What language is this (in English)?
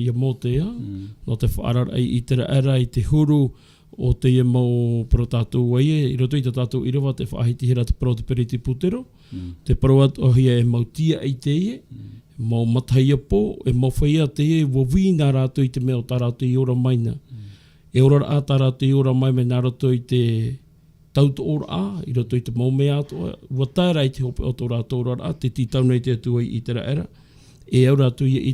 Tahitian